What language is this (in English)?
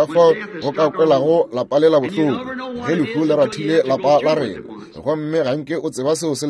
Northern Sotho